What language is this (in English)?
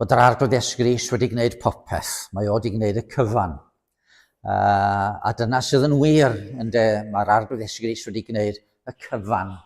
Welsh